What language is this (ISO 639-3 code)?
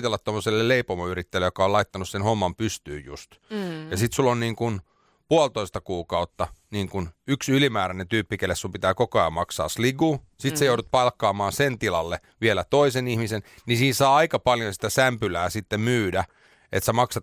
fin